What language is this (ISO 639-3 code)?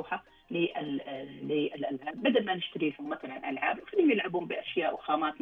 ars